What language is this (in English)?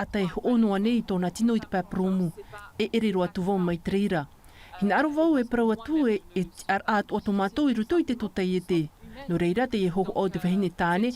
Tahitian